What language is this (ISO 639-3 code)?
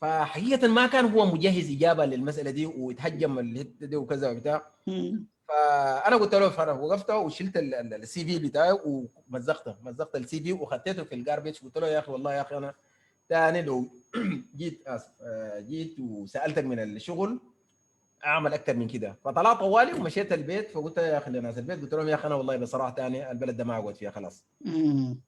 apd